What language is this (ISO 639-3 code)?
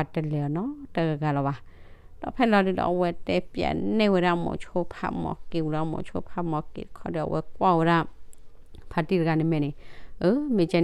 ksw